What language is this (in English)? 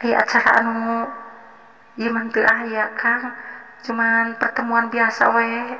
Sundanese